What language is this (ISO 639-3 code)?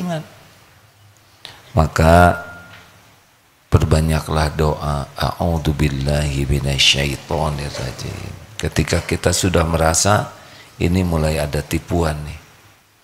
ind